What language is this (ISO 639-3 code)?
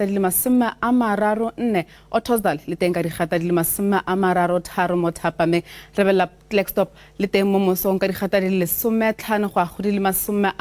tsn